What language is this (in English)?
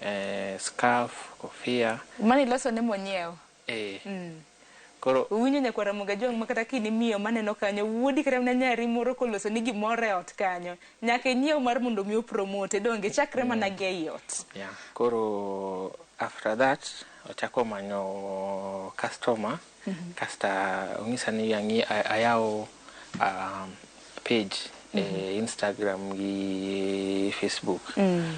Luo (Kenya and Tanzania)